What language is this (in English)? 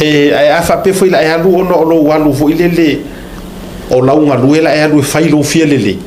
Samoan